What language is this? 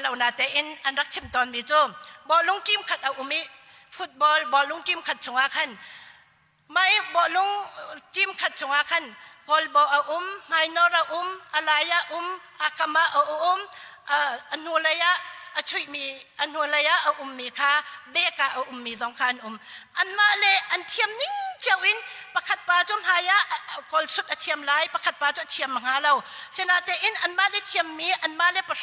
Hakha Chin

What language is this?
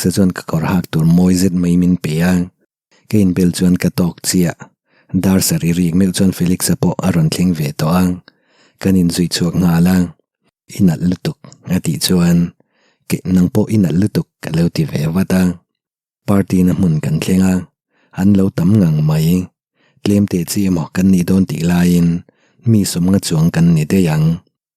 Mizo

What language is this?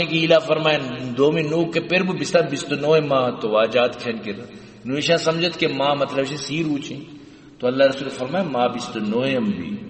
Baluchi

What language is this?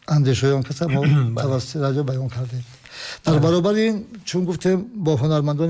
Tajik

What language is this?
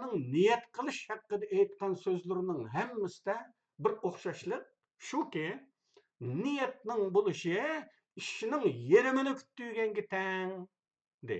Uyghur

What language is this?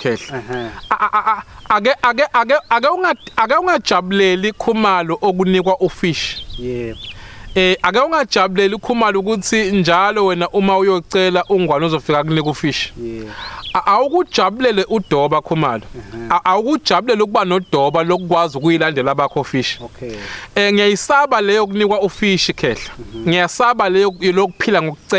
Zulu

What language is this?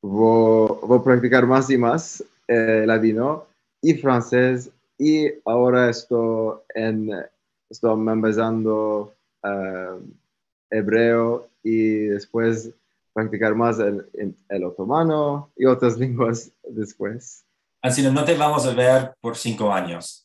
Ladino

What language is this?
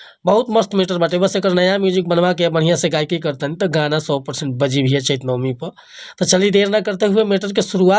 Bhojpuri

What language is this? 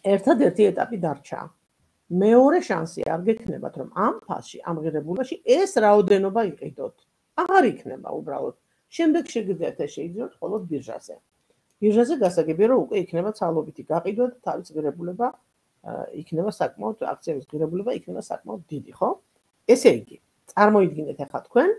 Georgian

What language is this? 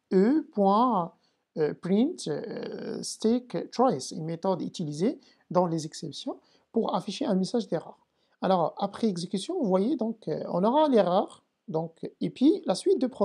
French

